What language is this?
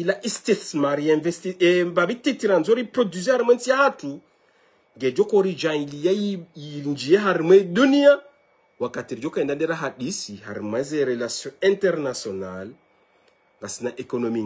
Ngazidja Comorian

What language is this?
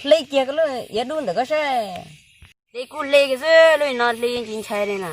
Hmong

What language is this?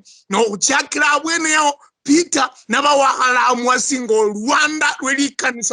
Luyia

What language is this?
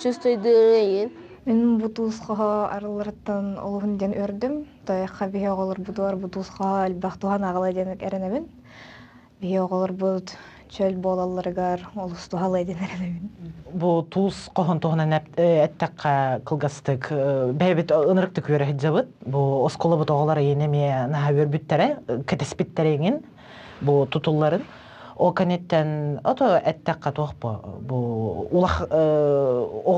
Yakut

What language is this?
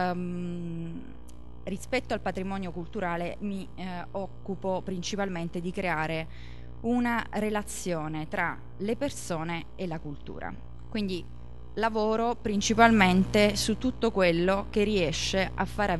Italian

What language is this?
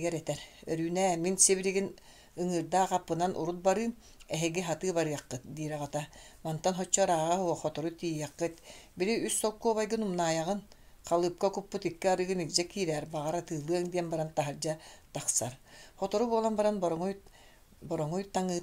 Yakut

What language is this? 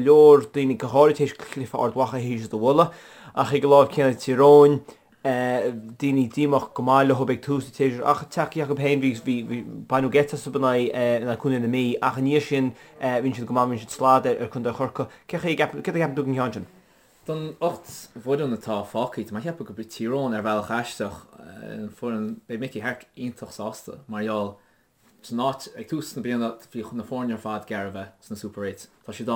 Irish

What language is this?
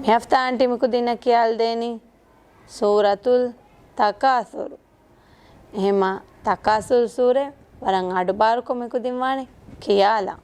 Divehi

